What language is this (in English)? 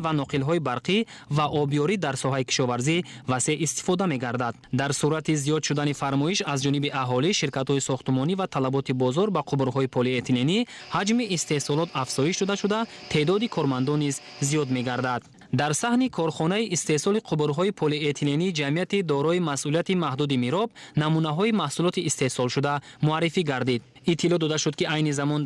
Tajik